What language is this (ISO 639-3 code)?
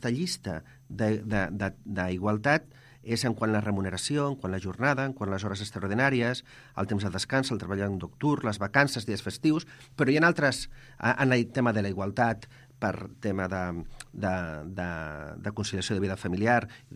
cat